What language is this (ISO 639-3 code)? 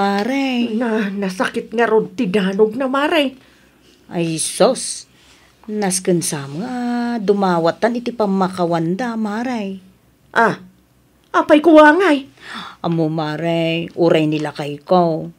ilo